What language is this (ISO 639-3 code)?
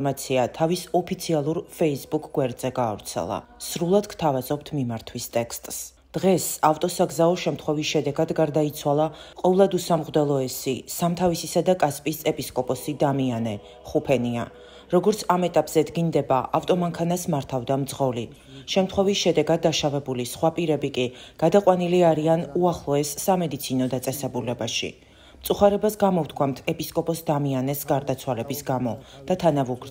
kat